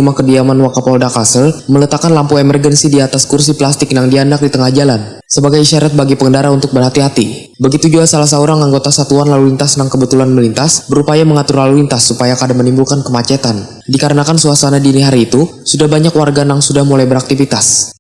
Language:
Banjar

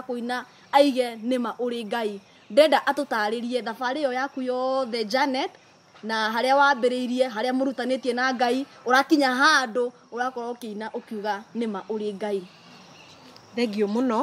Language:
Kikuyu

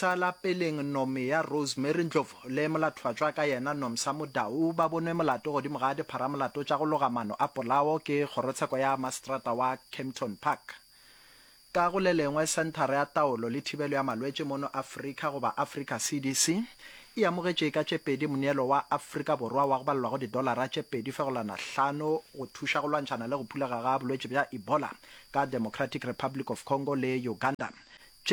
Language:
Northern Sotho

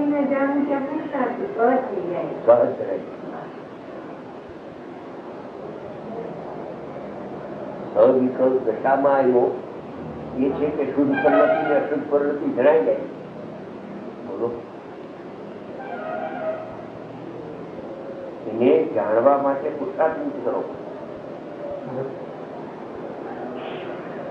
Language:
Gujarati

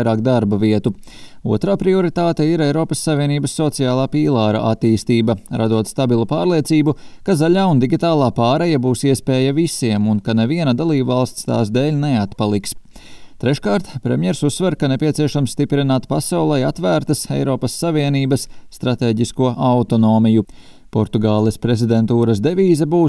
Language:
Latvian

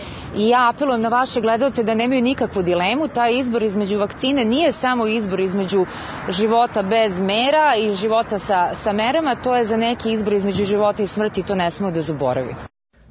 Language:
Serbian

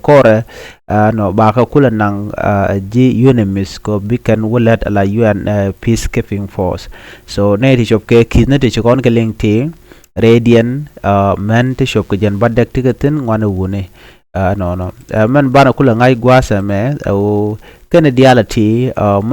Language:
Nuer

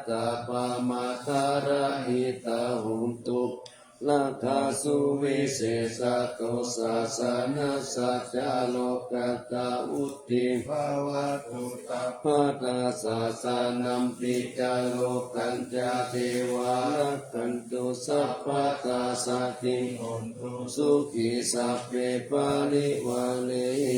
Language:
Pali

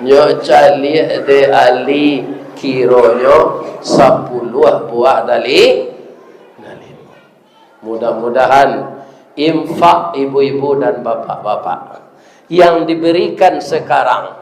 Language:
Minangkabau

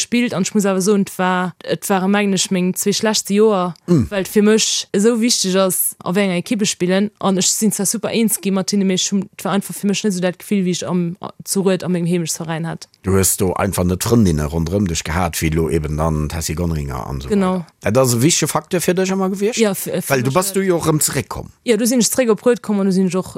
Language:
Luxembourgish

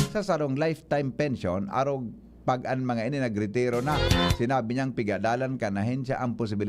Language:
Bikol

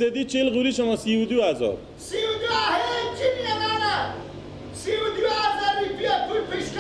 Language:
Persian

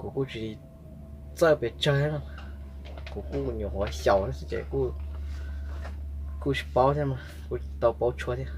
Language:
Hmong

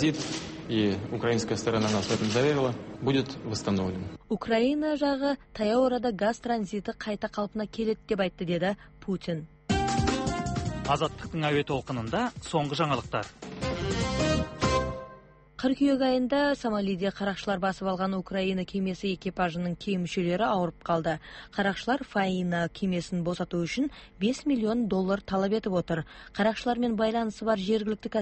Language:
Kazakh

